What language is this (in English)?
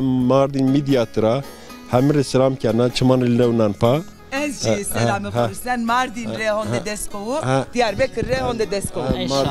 Zaza